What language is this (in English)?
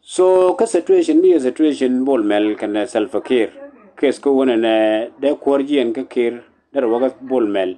Nuer